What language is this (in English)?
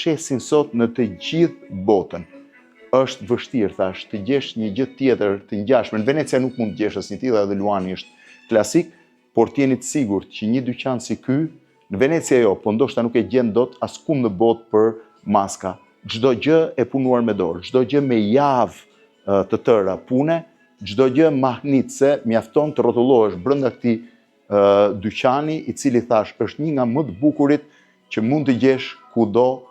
Albanian